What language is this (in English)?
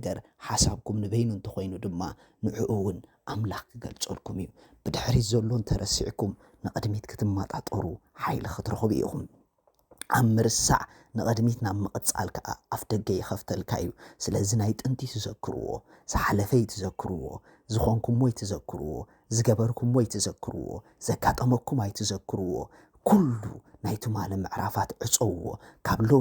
Tigrinya